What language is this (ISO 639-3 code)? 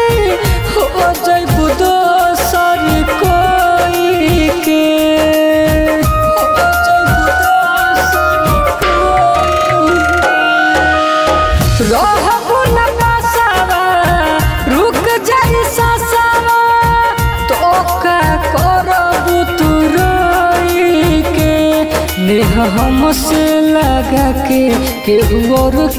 bho